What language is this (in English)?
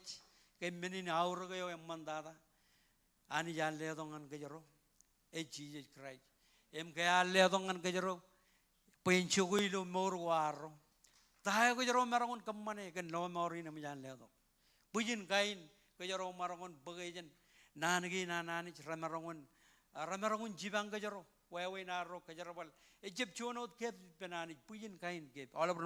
Marshallese